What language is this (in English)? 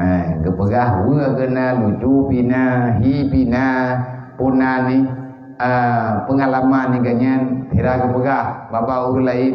Achinese